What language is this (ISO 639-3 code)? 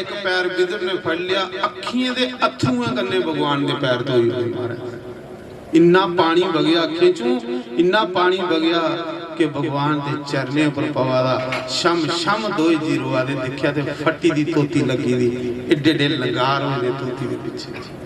doi